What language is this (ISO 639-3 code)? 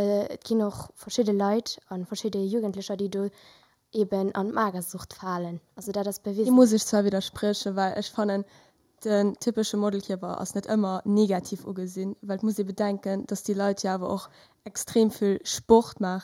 ltz